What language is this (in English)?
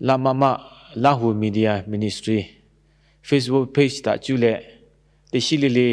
Lahu